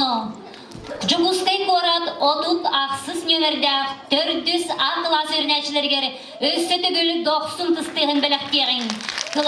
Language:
Yakut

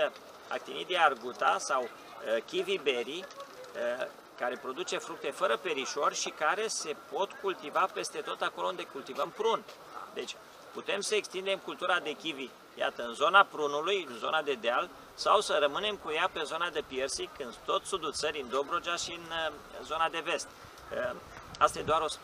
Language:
Romanian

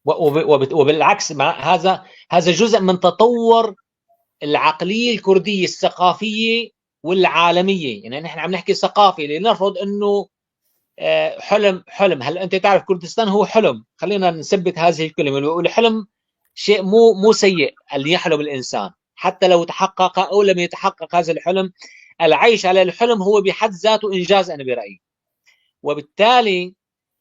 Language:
North Levantine Arabic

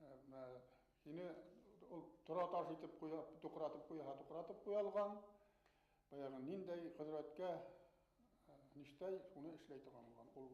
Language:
Bashkir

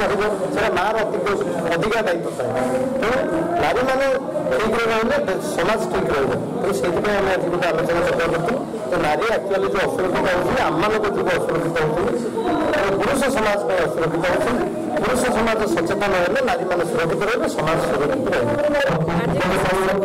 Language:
Odia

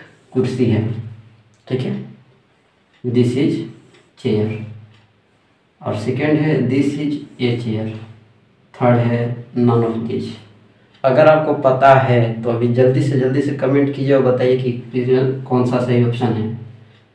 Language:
Hindi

